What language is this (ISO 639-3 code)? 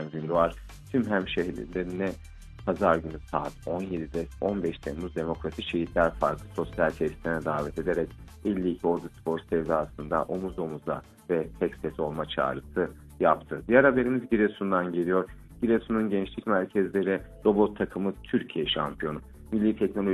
tur